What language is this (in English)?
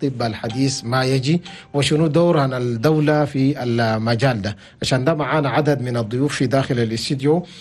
Chadian Arabic